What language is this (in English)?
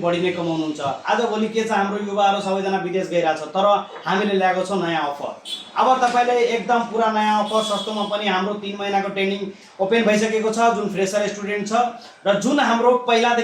Nepali